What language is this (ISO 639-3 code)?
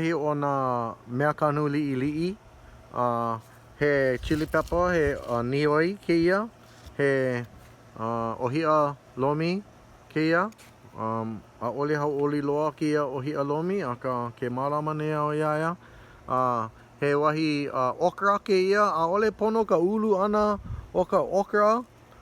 haw